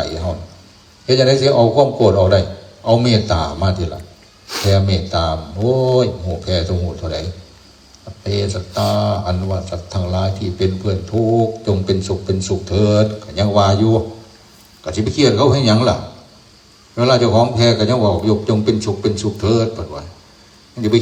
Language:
Northeastern Thai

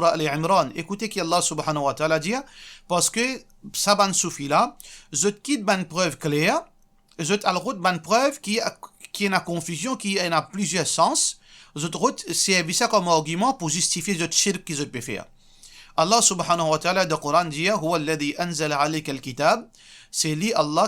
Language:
Morisyen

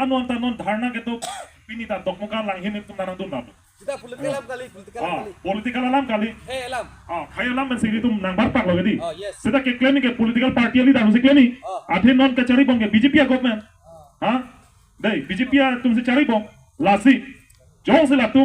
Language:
Karbi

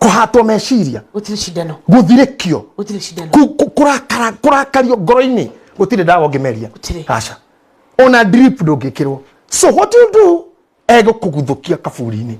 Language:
Kikuyu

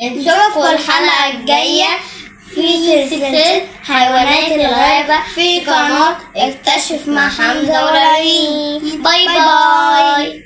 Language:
Egyptian Arabic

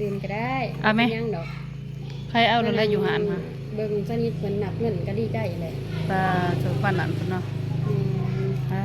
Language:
Lao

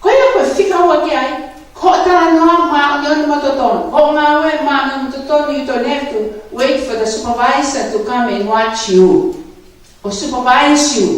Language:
Tongan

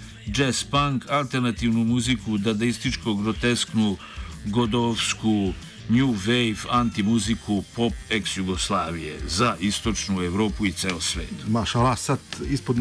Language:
Serbian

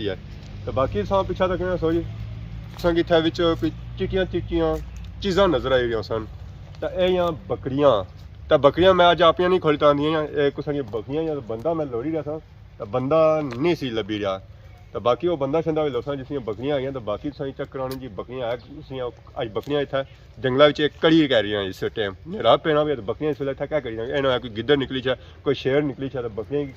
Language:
Pahari-Potwari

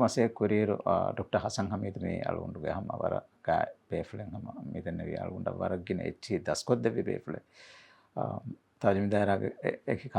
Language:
Divehi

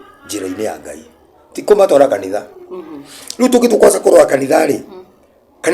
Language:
Kikuyu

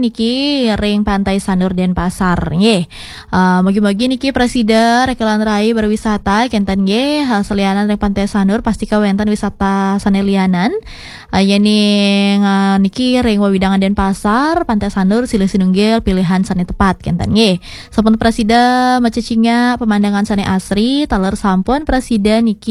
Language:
Balinese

